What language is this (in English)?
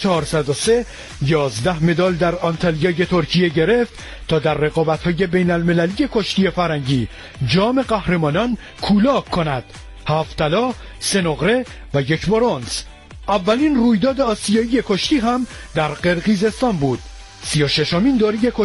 Persian